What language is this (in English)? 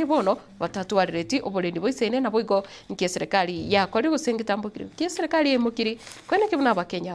Gusii